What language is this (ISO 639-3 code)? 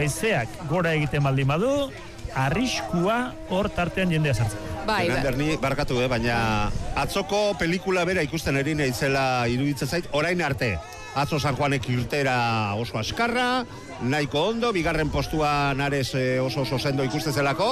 eus